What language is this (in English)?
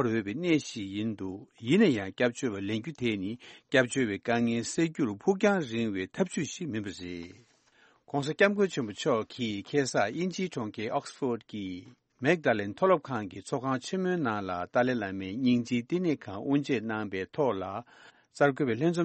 Tibetan